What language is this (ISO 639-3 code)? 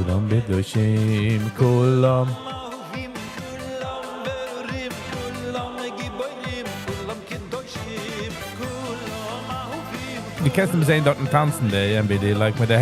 yid